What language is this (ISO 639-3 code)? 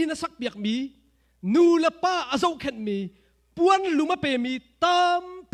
cnh